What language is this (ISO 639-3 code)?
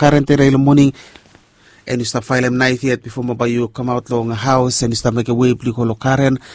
bis